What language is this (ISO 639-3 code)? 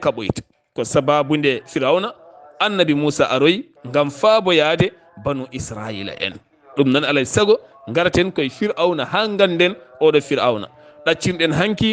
ful